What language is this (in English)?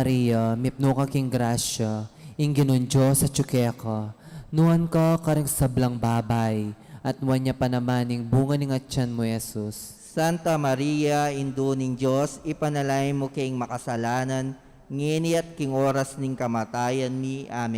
Pampanga